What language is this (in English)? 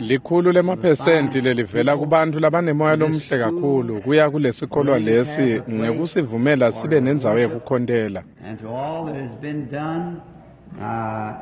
Swati